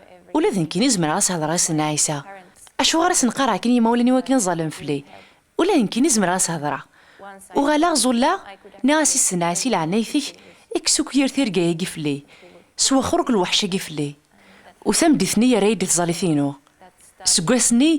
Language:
Kabyle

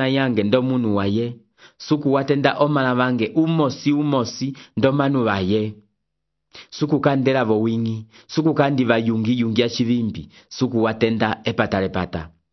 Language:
Umbundu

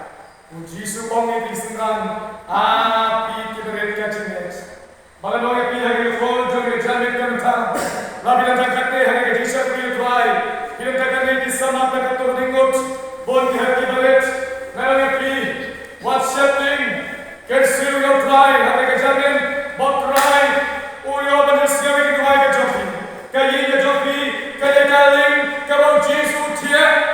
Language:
Khasi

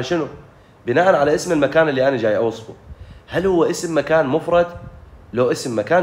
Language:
Mesopotamian Arabic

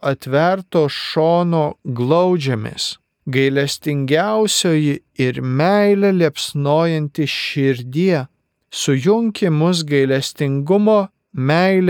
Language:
Lithuanian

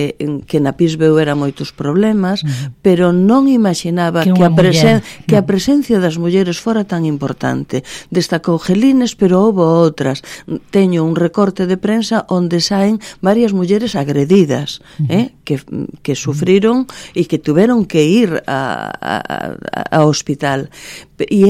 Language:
Galician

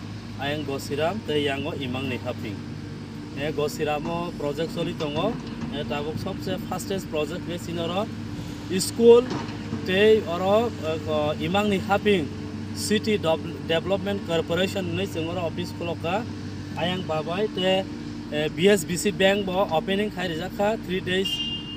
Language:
Kok Borok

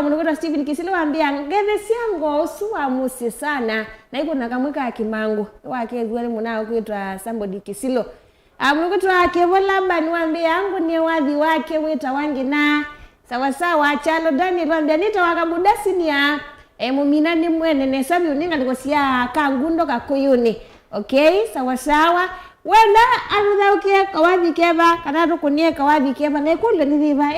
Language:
Kamba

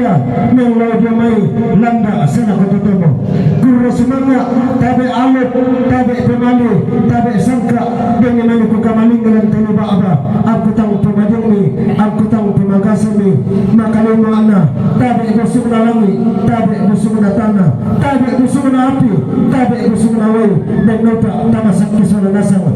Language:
Toraja-Sa'dan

